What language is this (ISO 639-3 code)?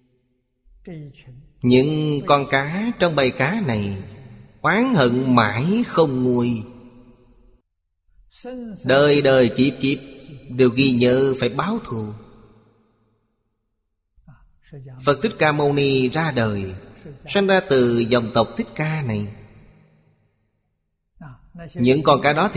vie